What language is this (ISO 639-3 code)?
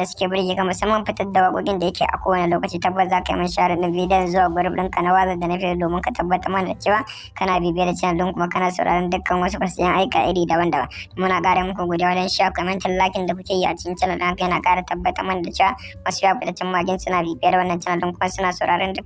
hau